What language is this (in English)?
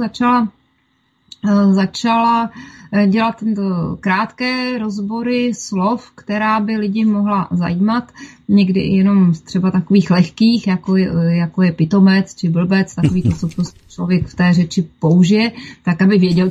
Czech